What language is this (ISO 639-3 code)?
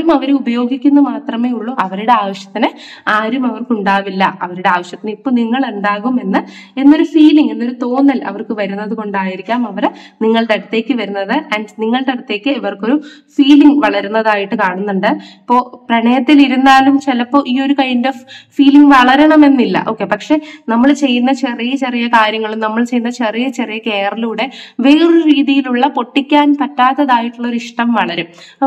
mal